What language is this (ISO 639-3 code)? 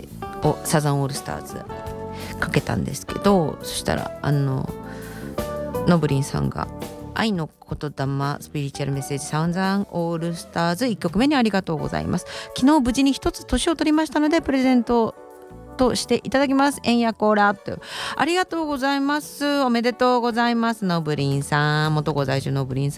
jpn